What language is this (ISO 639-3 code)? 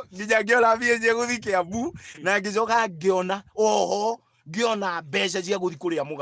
kik